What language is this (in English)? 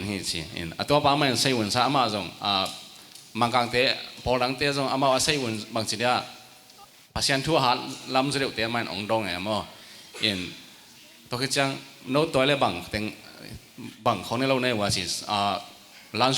Tedim Chin